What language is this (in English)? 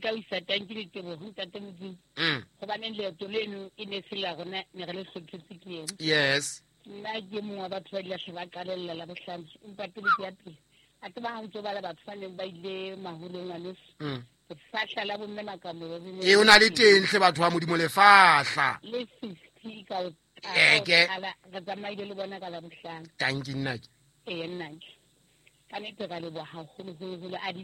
Southern Sotho